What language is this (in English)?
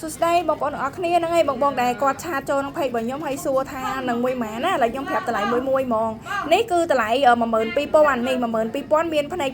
Khmer